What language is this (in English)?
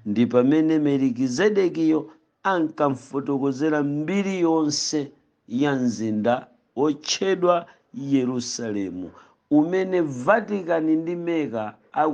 Nyanja